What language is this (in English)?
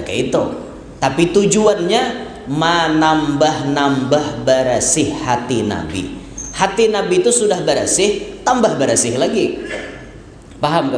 Banjar